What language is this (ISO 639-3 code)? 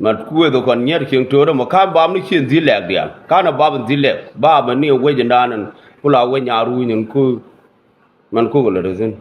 nus